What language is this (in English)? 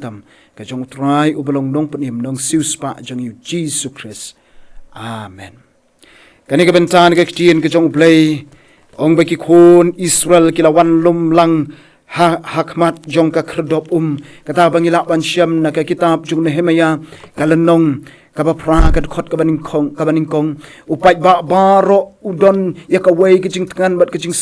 Khasi